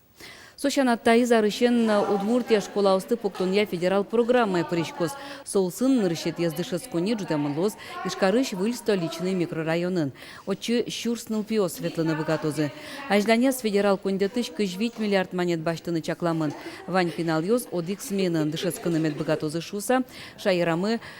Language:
Udmurt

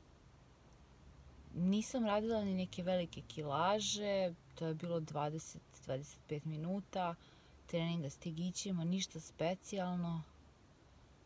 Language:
Serbian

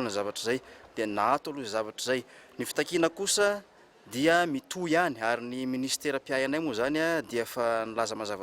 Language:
Malagasy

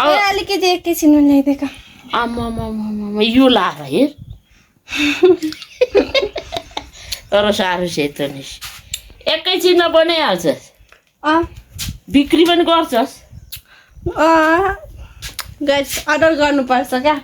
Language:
Nepali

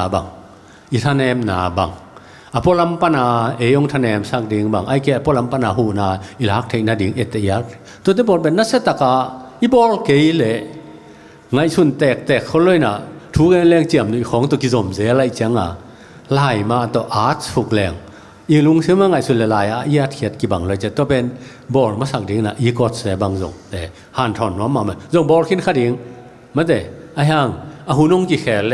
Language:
Tedim Chin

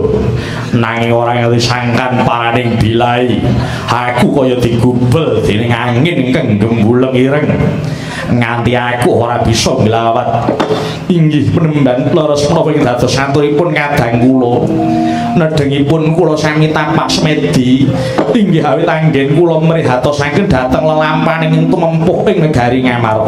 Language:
Javanese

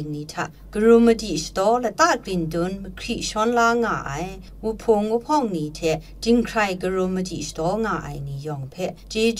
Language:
Kachin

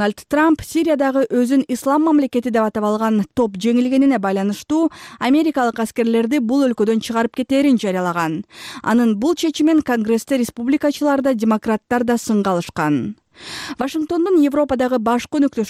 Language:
Kyrgyz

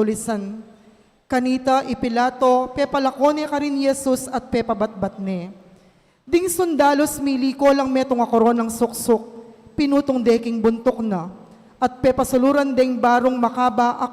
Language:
Pampanga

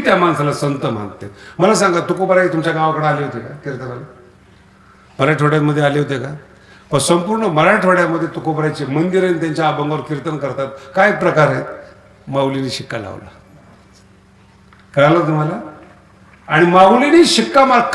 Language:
Marathi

